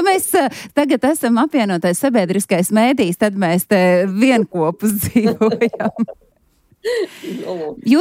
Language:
Latvian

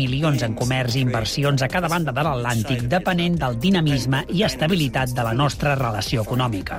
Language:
Catalan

